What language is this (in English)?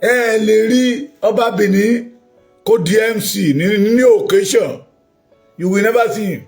Yoruba